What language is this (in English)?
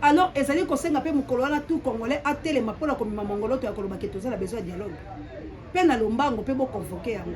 Lingala